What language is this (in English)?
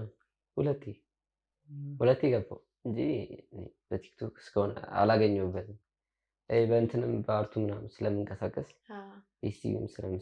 Amharic